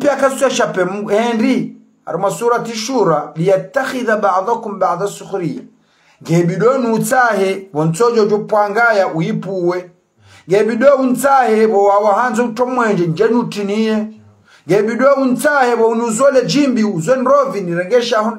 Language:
Ngazidja Comorian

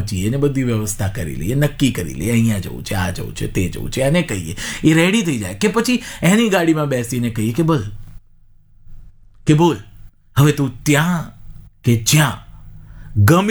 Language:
Gujarati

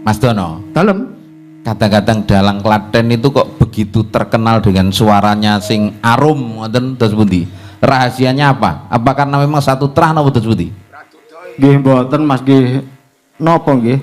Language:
Javanese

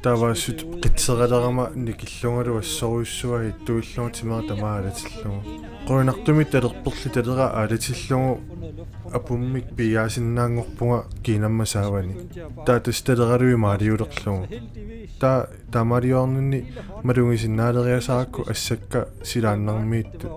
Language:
Kalaallisut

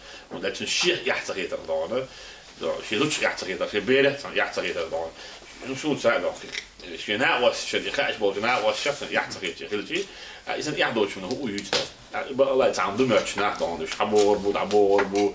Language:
Chechen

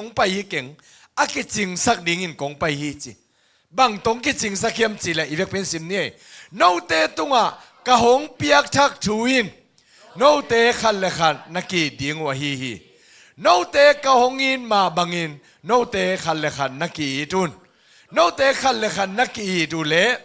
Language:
Tedim Chin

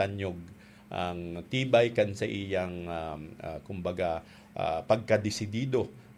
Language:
Bikol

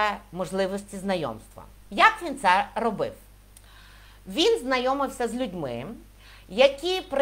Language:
Ukrainian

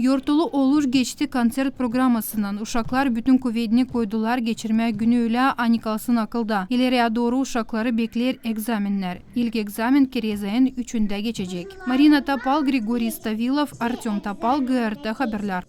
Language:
Gagauz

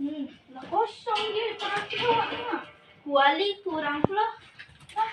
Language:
Minangkabau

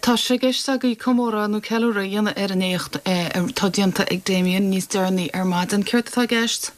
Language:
Irish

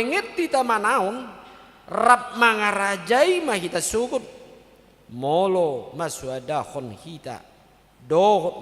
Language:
Batak Toba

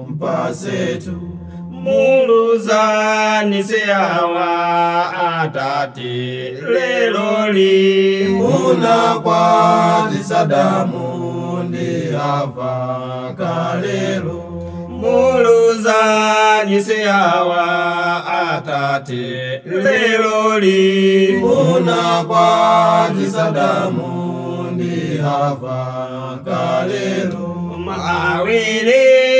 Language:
Nyanja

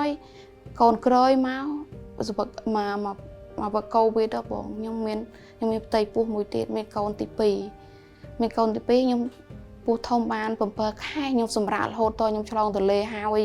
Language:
Khmer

